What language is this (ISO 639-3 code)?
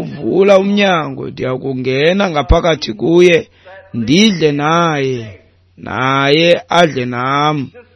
xho